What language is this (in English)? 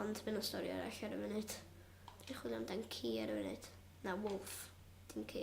Welsh